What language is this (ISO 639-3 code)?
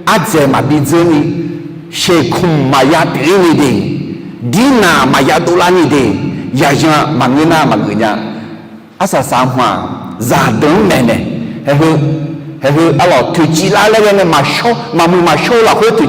ahk